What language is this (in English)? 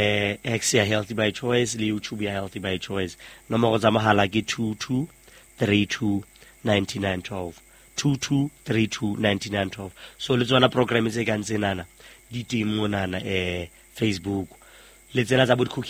Southern Sotho